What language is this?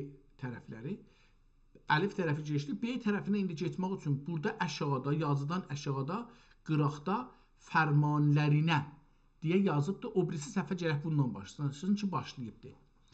South Azerbaijani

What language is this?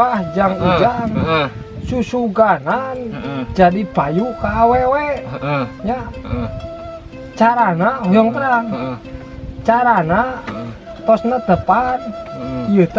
Sundanese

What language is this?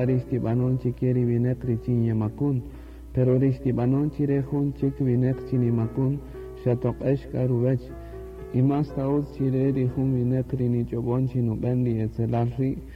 Kaqchikel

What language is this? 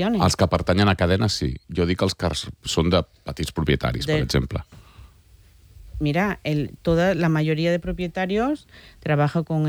Catalan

